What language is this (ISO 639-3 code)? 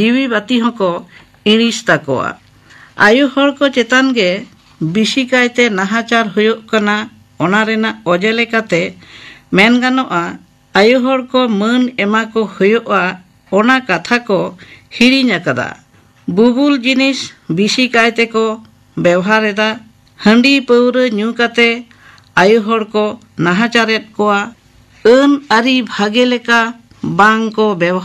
sat